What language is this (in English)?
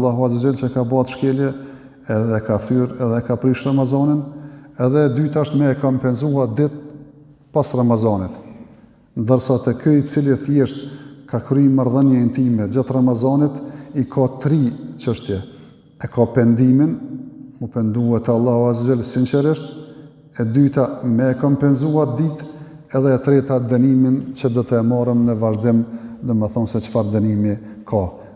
Albanian